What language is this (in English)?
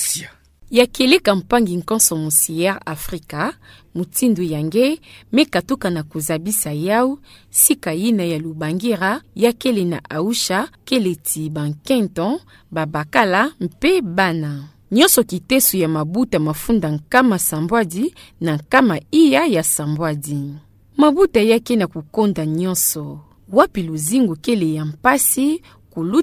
Kituba (Democratic Republic of Congo)